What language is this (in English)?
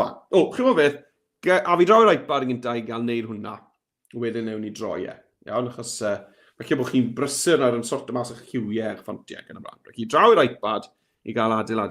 Welsh